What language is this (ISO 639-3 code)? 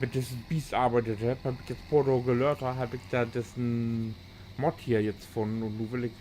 nds